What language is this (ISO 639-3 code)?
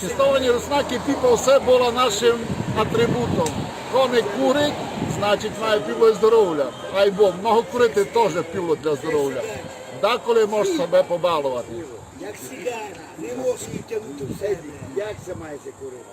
rue